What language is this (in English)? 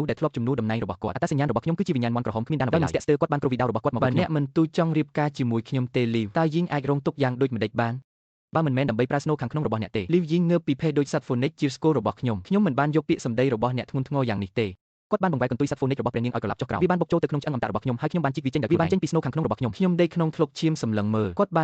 Khmer